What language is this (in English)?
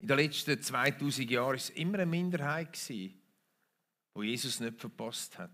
Swiss German